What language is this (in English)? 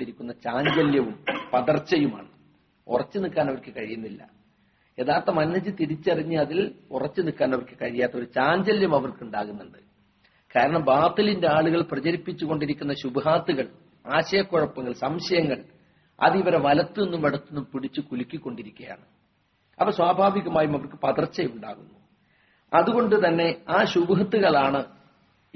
Malayalam